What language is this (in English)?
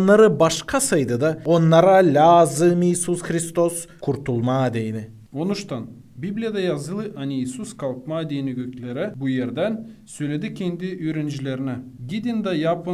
Gagauz